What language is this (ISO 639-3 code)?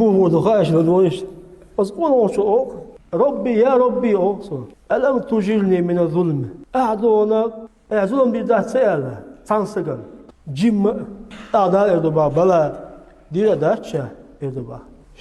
che